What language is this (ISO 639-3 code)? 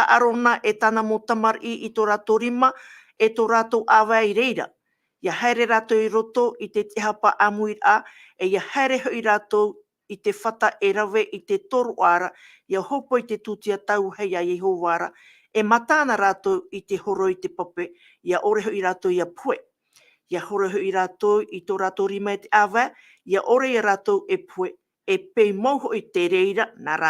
tah